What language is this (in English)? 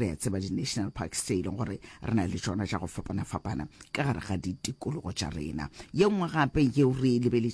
Northern Sotho